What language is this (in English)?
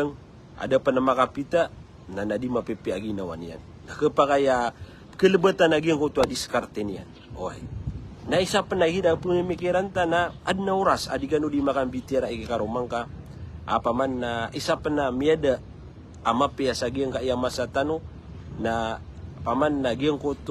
Maranao